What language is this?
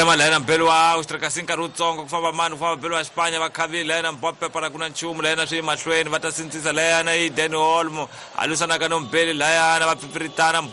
Tsonga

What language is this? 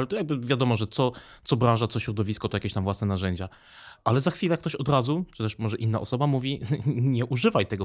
Polish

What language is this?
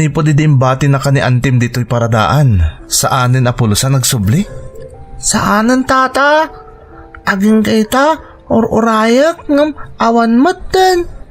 Iloko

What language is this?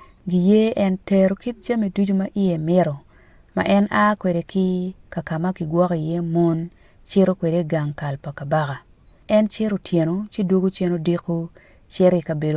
Acoli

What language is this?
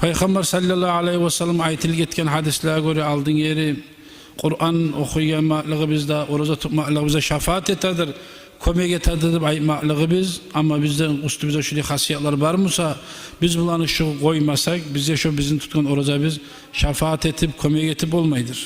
Kumyk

